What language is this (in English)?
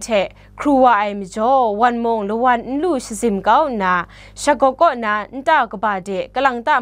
Kachin